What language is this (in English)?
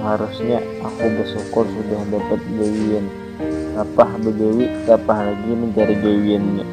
Banjar